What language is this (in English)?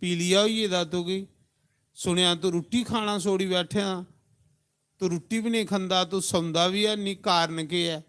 Dogri